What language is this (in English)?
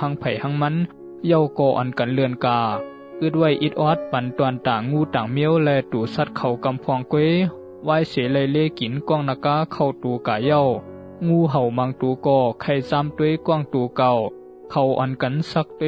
Shan